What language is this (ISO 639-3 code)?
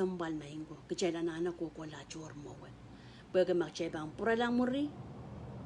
pon